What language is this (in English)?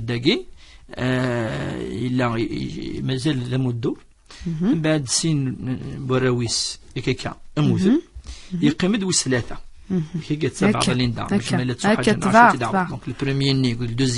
Kabyle